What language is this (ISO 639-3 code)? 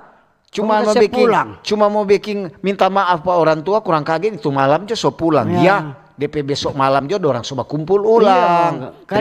xmm